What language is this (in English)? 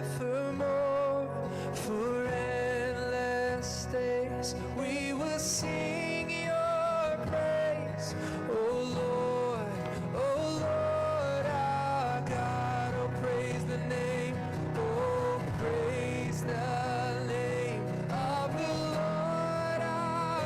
Ewe